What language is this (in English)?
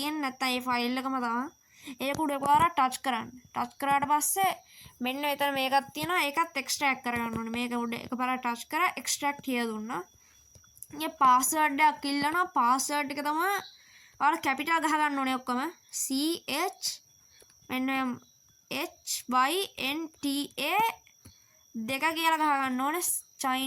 Sinhala